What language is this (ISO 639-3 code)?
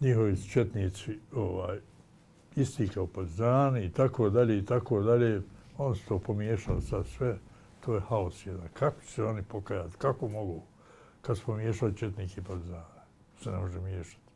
bos